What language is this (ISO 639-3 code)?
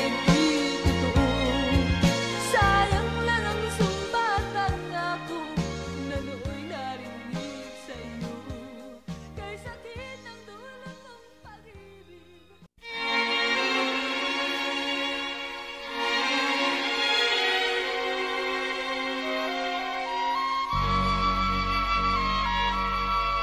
fil